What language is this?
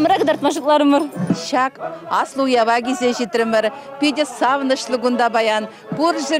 Chuvash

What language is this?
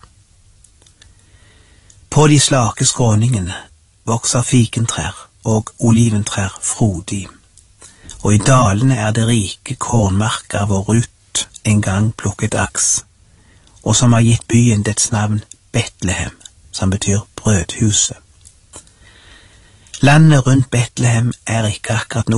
Norwegian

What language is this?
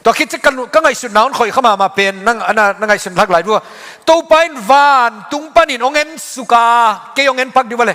Tedim Chin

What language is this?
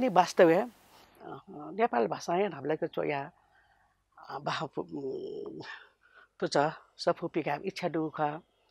Newari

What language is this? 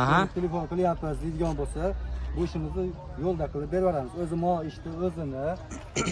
Uzbek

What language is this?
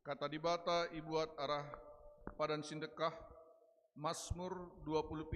Batak Karo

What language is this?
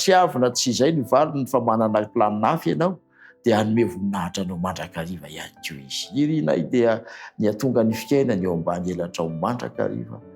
Malagasy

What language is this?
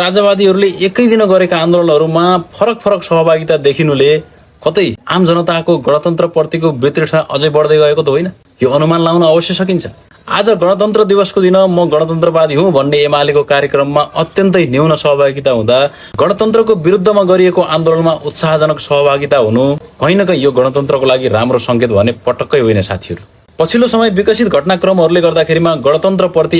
Nepali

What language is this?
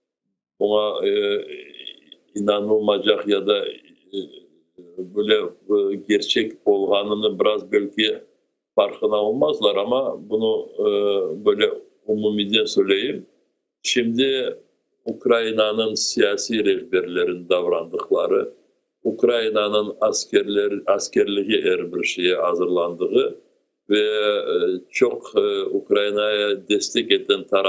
Crimean Tatar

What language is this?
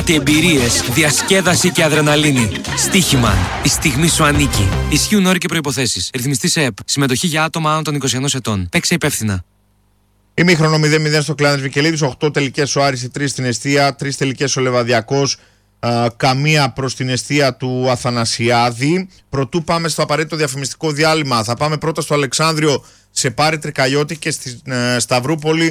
Greek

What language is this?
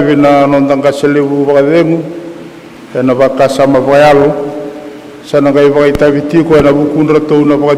Fijian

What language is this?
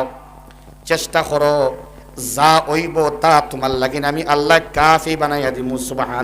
Sylheti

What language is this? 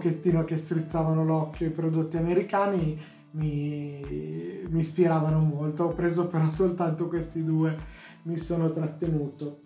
Italian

